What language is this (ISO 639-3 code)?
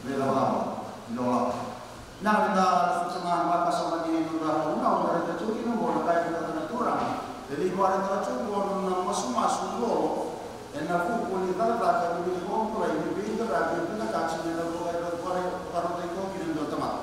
fij